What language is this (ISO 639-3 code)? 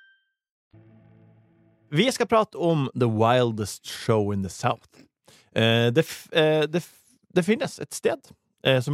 nor